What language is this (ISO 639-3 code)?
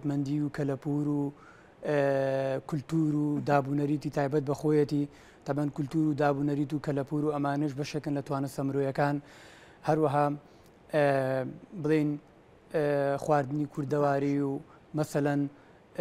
ckb